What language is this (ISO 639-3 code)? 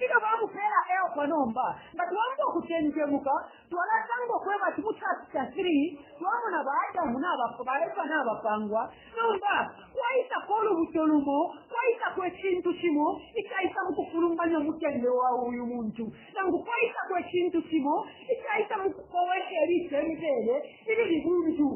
bem